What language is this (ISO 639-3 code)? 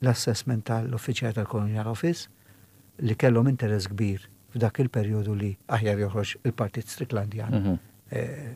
mlt